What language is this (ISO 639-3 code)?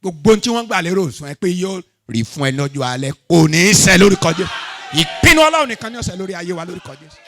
yor